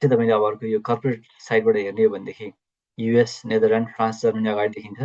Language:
Nepali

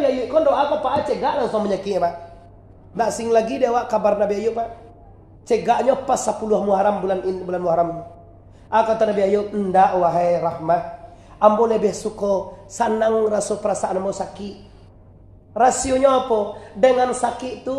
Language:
Minangkabau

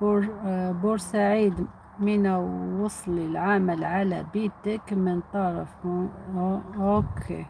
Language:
Algerian Arabic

